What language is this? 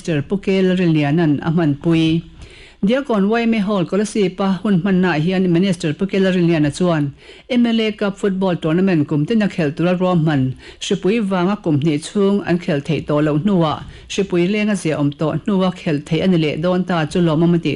Mizo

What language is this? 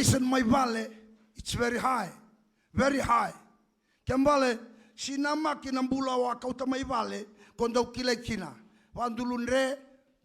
Fijian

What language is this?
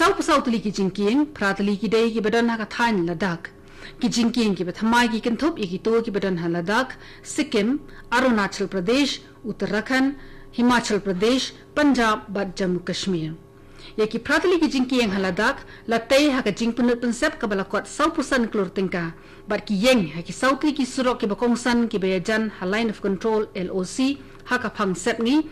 Khasi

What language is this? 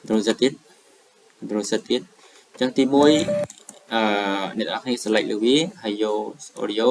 Khmer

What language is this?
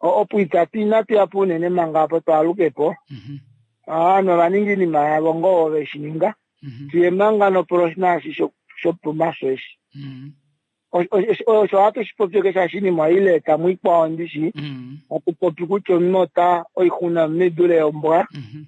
Kuanyama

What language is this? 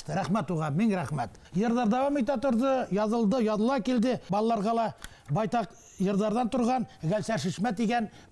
Bashkir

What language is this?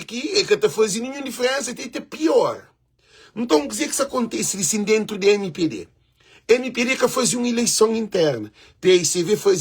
Kabuverdianu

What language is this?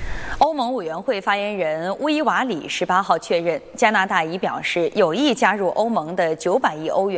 Chinese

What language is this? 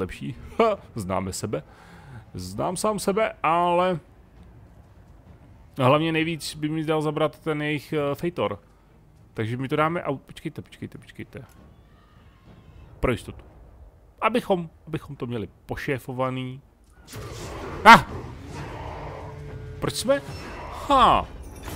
Czech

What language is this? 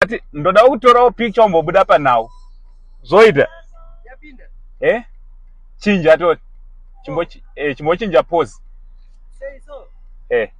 Shona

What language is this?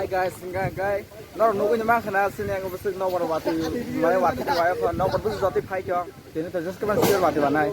Kok Borok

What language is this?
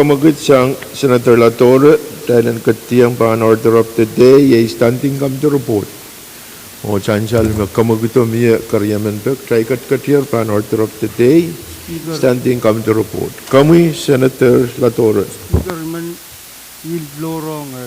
Pohnpeian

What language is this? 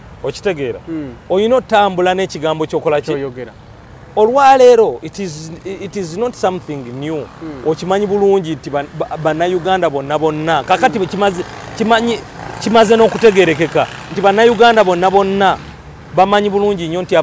Ganda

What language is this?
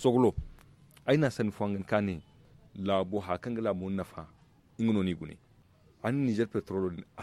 Zarma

